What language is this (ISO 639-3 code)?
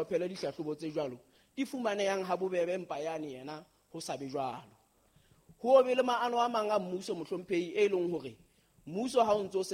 sot